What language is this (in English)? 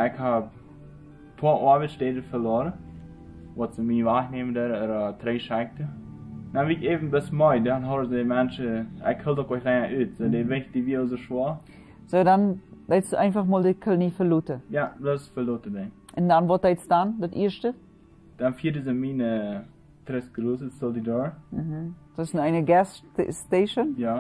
Plautdietsch